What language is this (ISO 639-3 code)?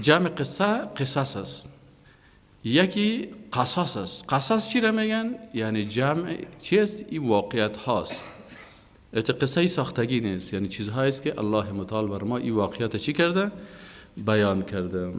fas